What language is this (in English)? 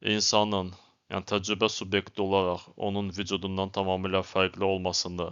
Azerbaijani